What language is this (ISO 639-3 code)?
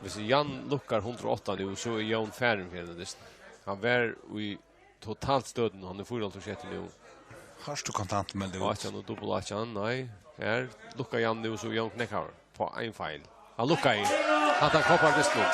fao